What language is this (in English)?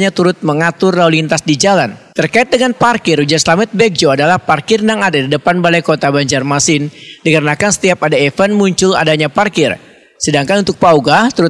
Banjar